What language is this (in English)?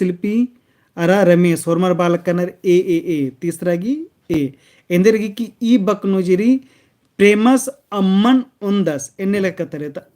Kurukh